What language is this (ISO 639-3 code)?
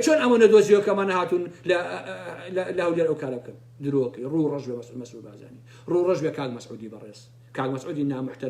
ckb